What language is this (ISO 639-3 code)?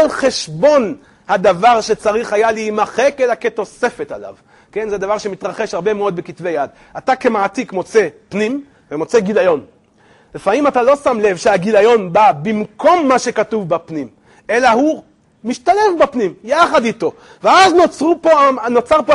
heb